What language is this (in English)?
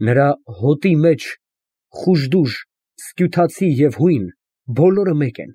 Armenian